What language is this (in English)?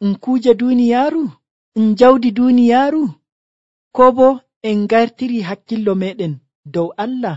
Nigerian Fulfulde